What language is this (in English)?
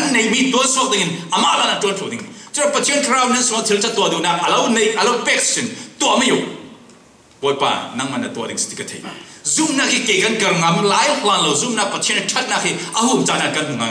Falam Chin